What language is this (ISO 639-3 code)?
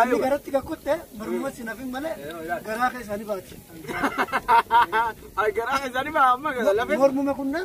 orm